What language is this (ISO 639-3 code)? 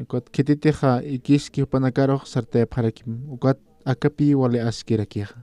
aym